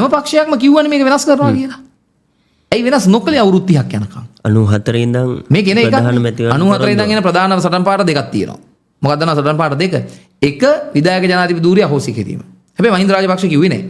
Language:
Sinhala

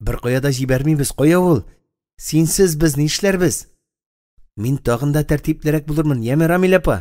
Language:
Tatar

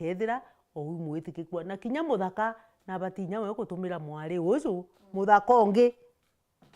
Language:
Meru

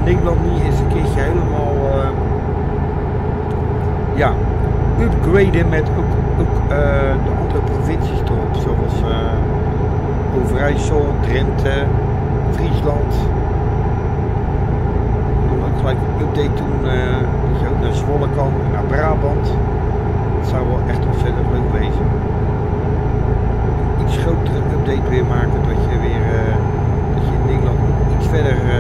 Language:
Dutch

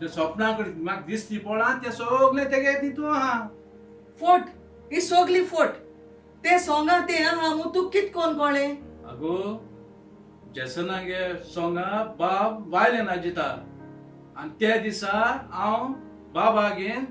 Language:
Konkani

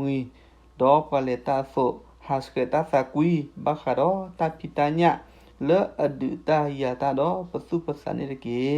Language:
S'gaw Karen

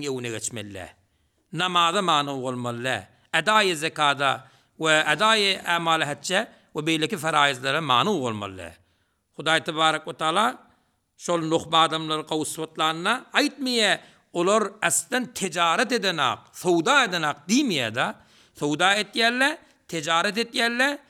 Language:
Turkmen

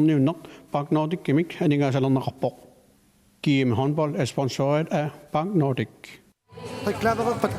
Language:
Kalaallisut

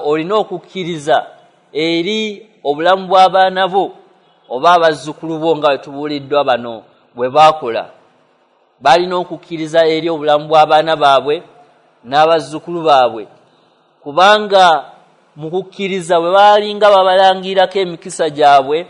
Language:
Ganda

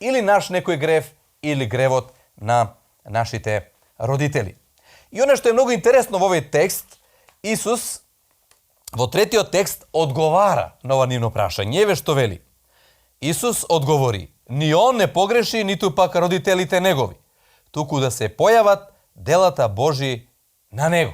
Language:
Macedonian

